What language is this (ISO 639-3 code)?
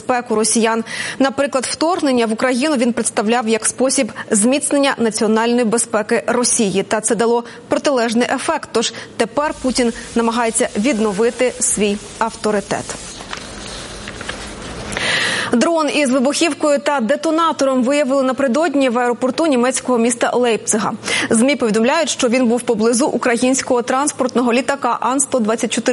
ukr